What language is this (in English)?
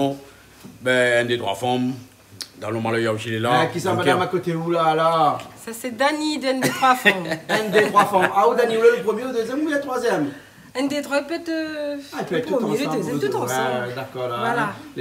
Réunion Creole French